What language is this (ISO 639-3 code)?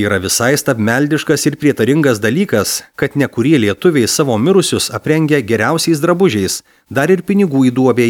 lit